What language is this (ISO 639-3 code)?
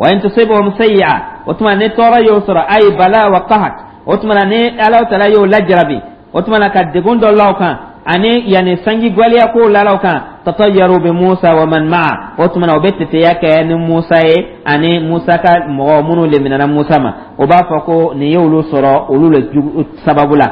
dyu